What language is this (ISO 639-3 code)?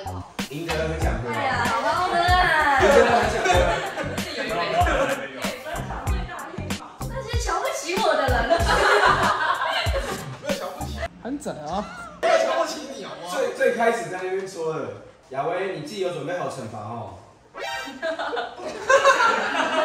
zho